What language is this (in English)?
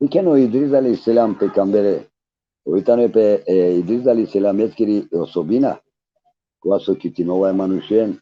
Balkan Romani